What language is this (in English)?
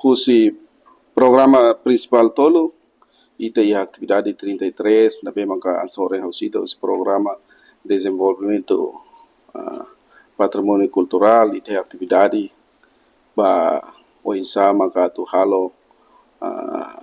Tetum